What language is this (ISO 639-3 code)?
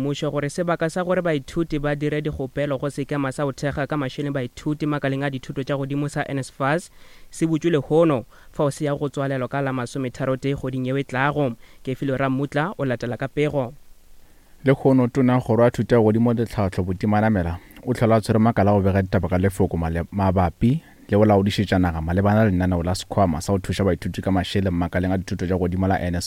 nso